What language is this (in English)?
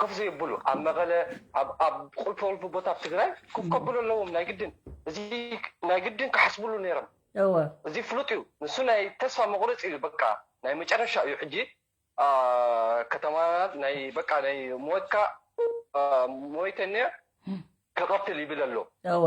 Tigrinya